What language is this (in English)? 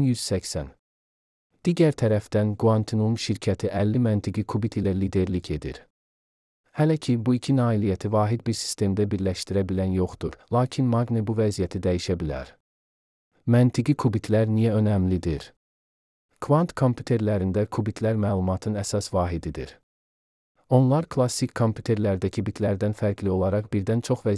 Azerbaijani